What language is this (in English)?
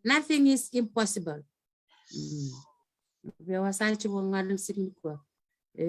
Fijian